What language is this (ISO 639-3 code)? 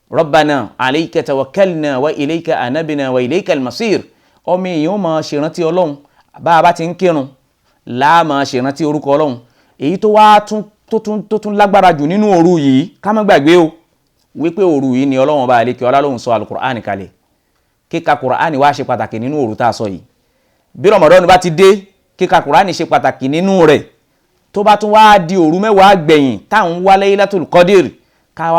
yor